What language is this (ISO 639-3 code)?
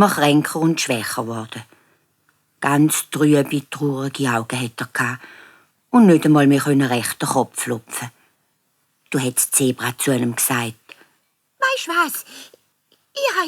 gsw